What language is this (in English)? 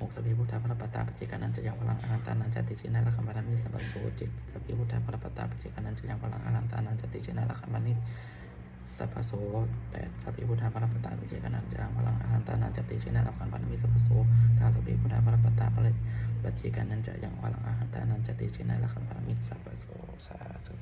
Pali